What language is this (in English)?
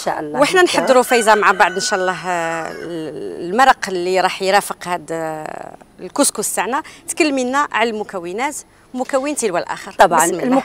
Algerian Arabic